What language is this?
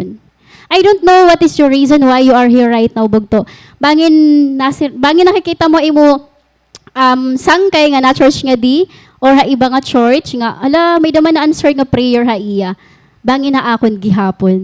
Waray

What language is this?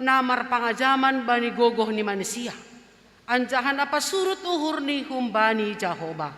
Batak Simalungun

